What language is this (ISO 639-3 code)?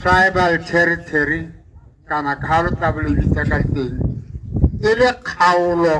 tsn